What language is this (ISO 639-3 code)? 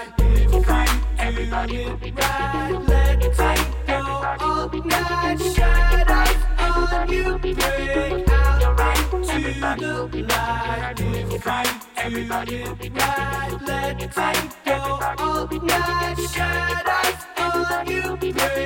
eng